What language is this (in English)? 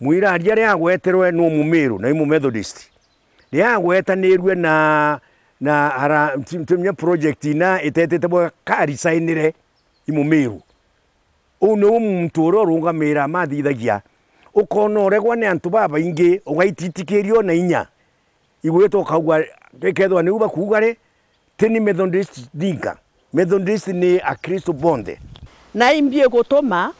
Meru